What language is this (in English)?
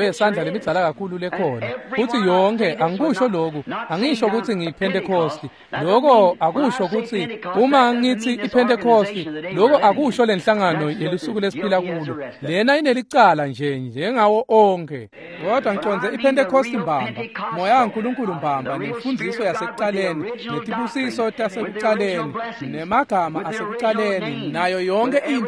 Swati